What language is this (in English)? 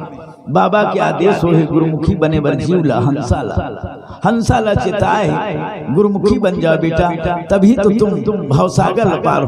Chhattisgarhi